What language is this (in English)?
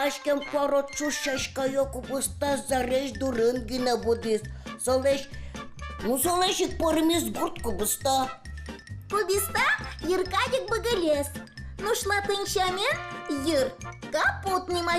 Udmurt